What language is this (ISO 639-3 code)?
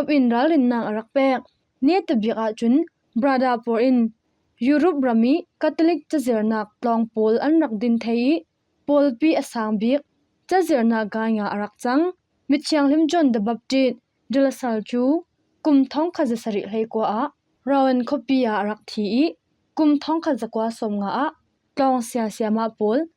cfm